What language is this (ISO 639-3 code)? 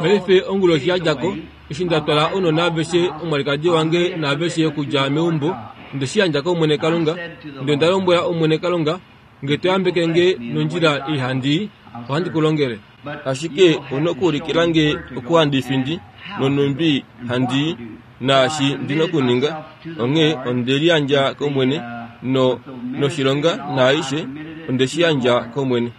kua